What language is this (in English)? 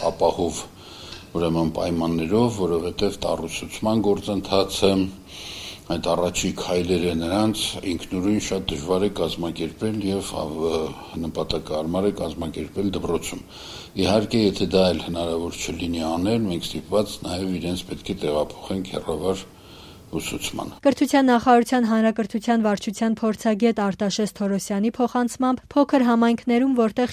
Armenian